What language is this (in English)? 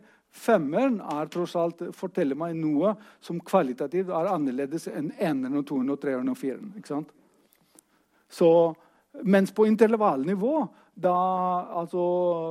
Norwegian